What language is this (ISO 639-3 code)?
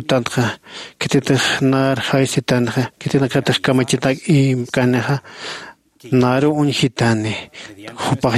aym